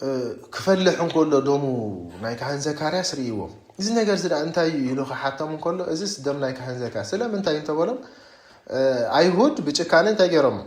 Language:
Tigrinya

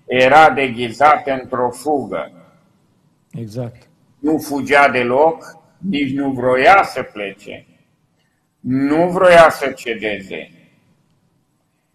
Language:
Romanian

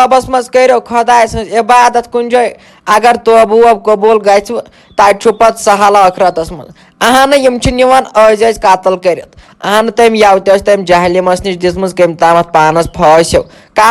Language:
Kashmiri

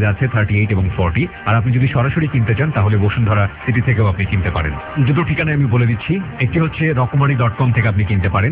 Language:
Bangla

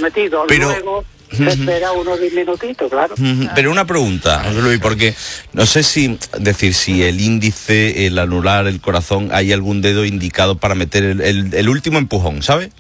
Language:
Spanish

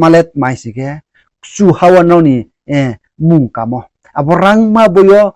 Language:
Riang (India)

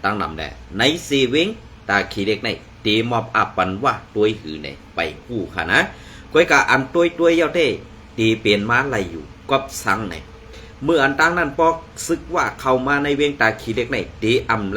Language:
Shan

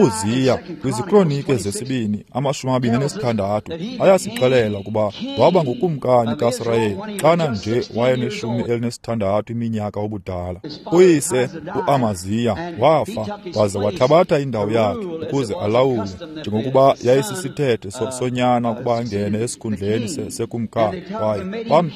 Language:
Xhosa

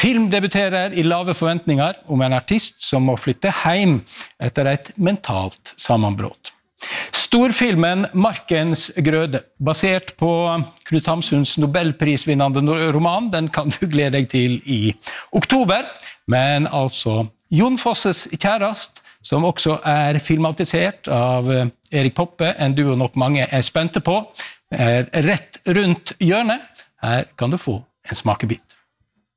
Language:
Norwegian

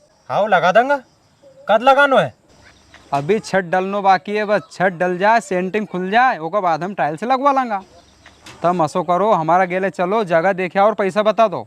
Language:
Rajasthani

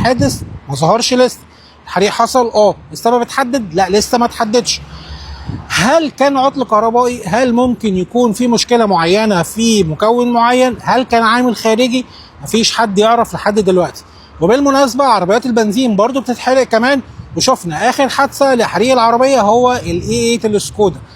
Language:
Egyptian Arabic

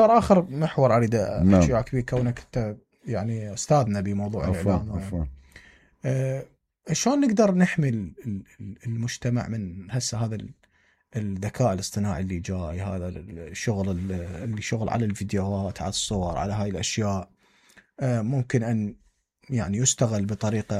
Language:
Mesopotamian Arabic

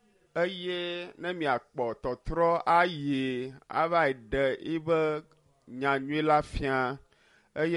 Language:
Ewe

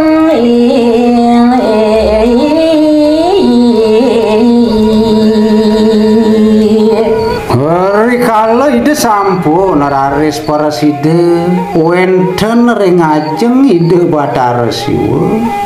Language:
Balinese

